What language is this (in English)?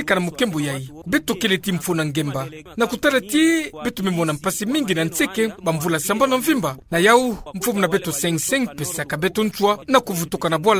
Kituba (Democratic Republic of Congo)